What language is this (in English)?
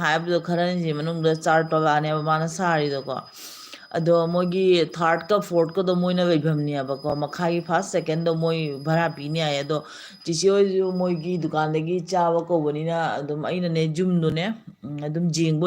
Manipuri